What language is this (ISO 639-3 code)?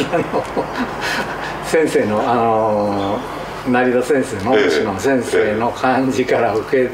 jpn